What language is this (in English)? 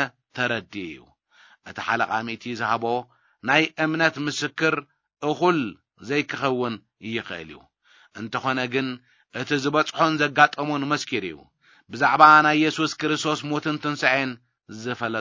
Tigrinya